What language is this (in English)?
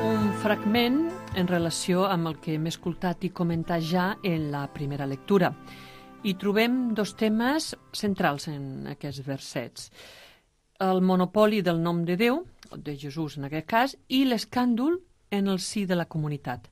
Catalan